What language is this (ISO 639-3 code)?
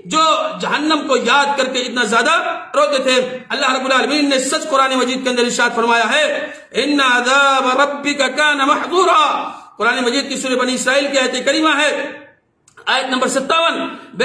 urd